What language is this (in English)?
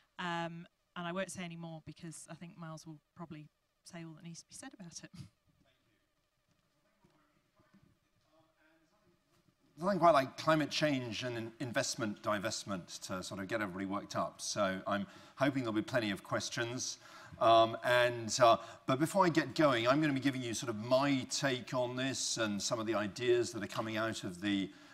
English